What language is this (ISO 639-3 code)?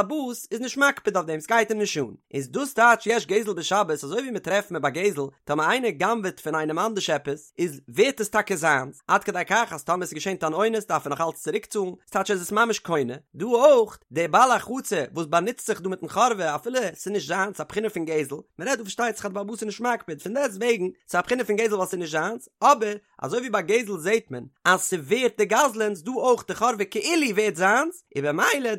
yid